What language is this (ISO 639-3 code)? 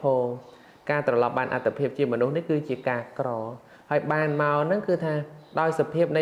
khm